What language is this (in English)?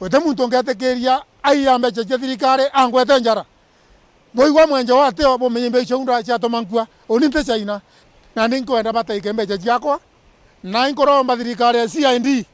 Meru